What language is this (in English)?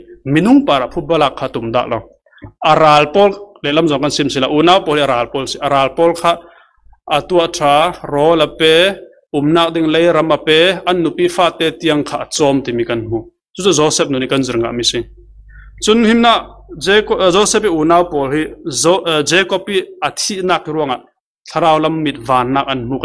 Falam Chin